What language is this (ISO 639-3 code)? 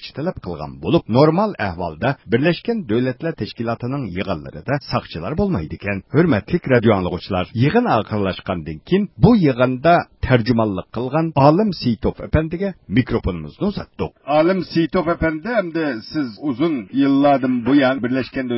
uig